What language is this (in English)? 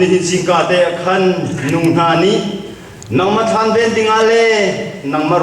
Hakha Chin